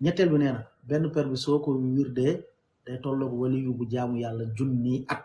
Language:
Wolof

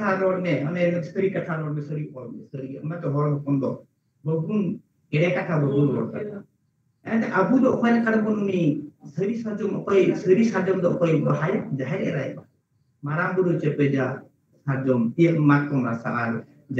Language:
Santali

